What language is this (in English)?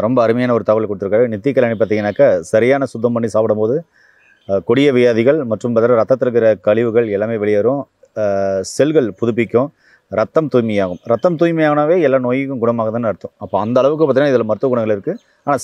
Tamil